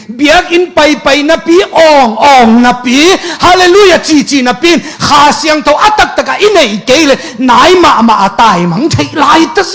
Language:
Tedim Chin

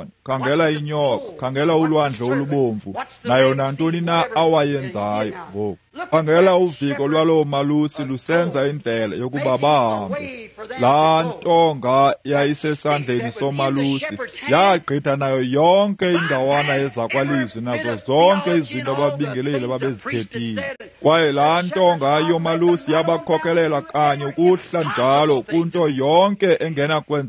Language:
Xhosa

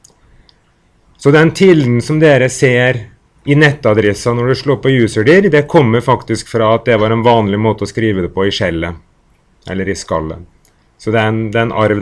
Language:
Norwegian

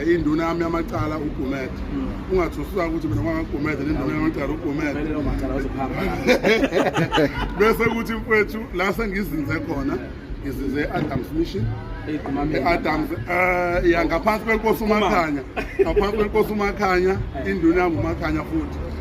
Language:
Zulu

